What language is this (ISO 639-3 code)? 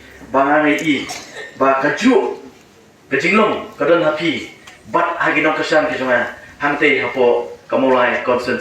kha